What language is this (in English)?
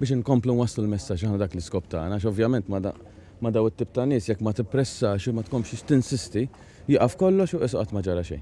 Maltese